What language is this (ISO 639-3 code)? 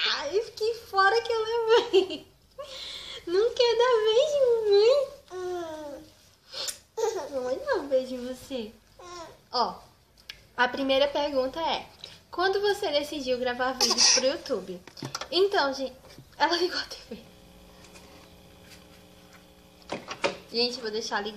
por